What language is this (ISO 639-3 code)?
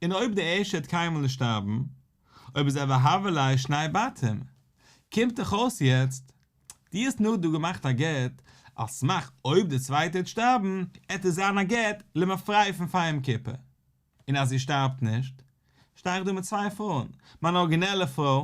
yid